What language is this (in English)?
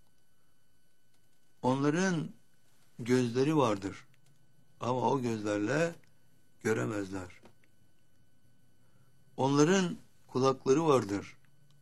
Turkish